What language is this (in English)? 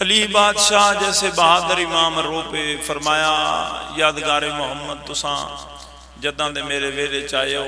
Pahari-Potwari